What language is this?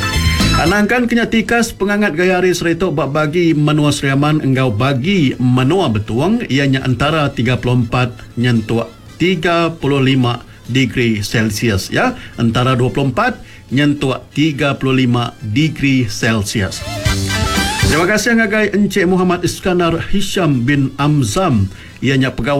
Iban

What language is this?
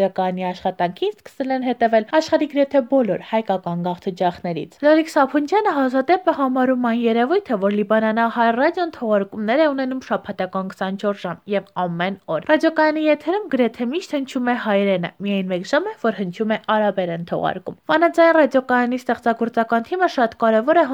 Armenian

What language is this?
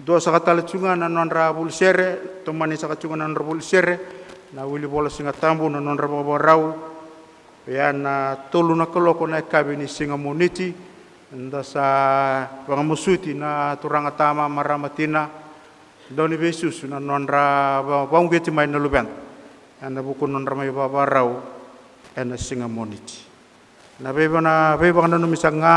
Fijian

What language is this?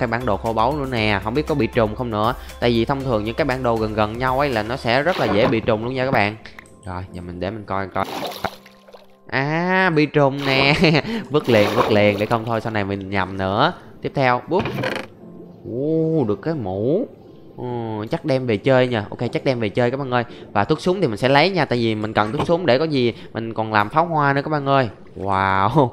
Vietnamese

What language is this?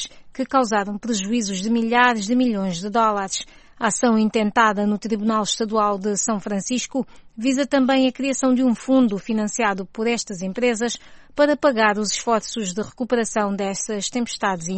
Portuguese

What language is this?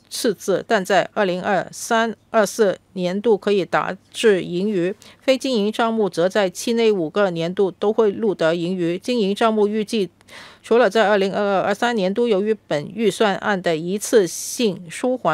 Chinese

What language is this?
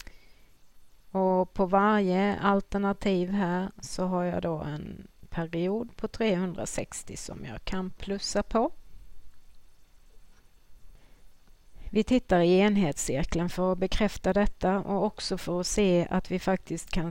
Swedish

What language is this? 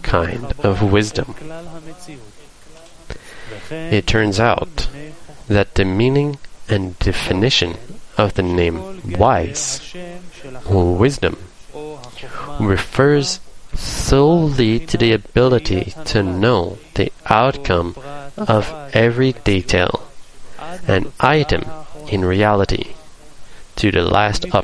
English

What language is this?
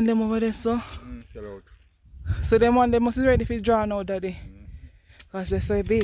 Jamaican Creole English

